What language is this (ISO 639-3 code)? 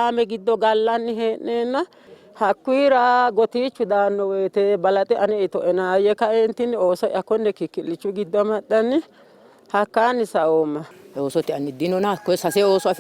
sid